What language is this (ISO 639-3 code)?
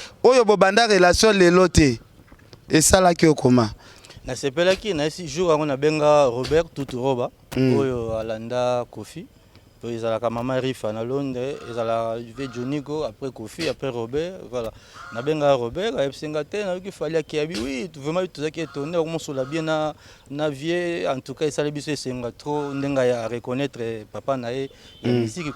lin